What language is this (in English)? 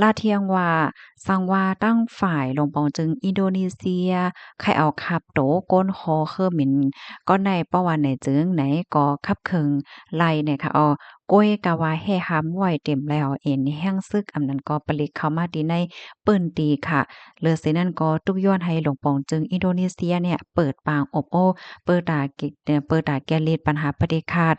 Shan